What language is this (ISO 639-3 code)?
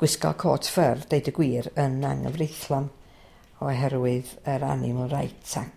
cym